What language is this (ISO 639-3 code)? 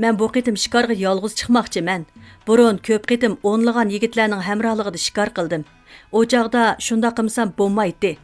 uig